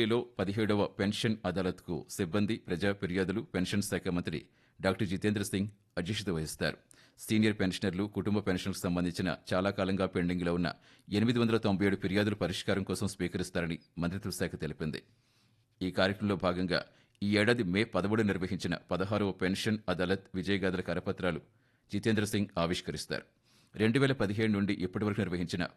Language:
Telugu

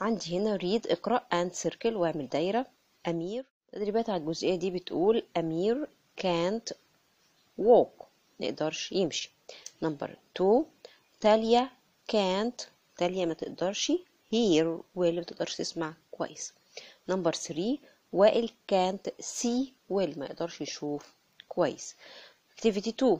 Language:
Egyptian Arabic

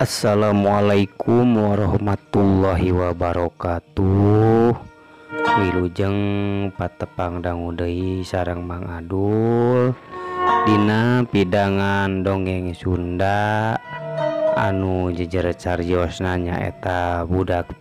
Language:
Sundanese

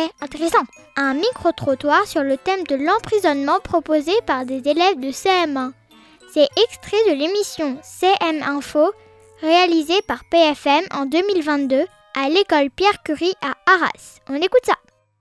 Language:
French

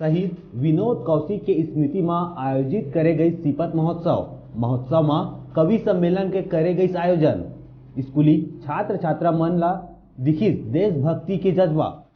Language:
Chhattisgarhi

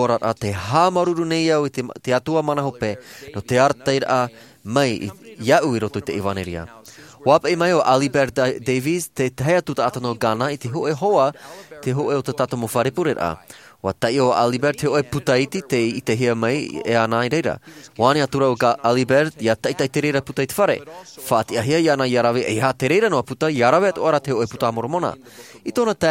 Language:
Tahitian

